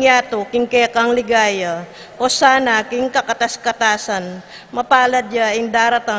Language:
Pampanga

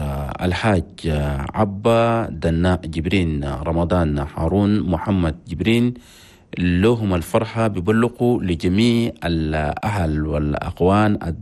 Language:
Chadian Arabic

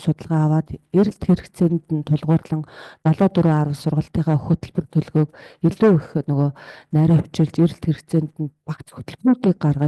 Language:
Mongolian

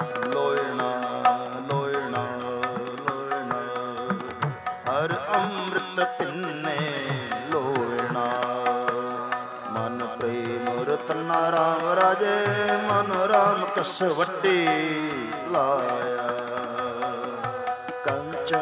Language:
Punjabi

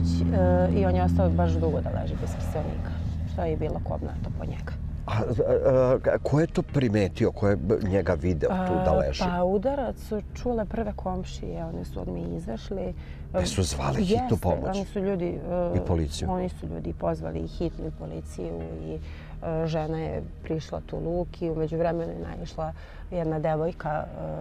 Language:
Serbian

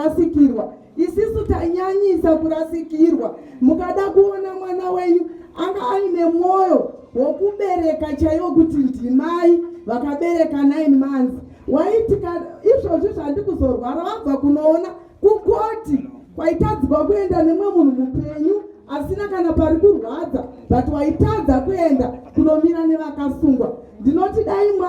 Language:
Shona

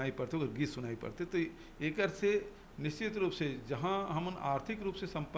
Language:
Chhattisgarhi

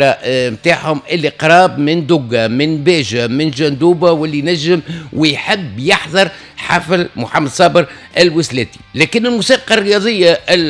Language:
Tunisian Arabic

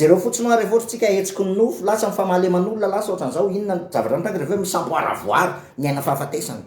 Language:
Malagasy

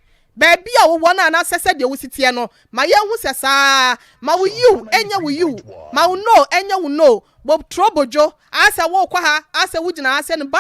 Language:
Akan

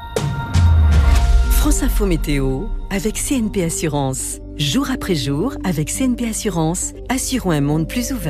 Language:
French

